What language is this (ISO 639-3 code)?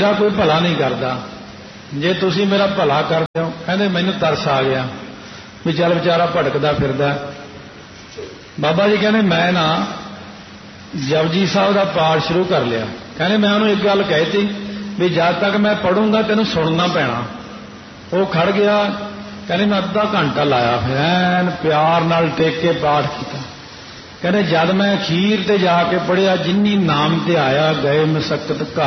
pan